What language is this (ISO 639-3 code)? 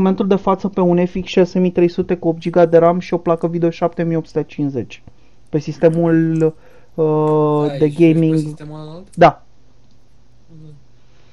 ron